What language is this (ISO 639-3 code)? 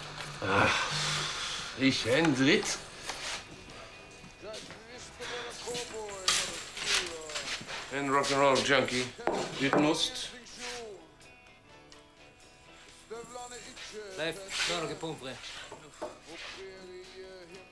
nor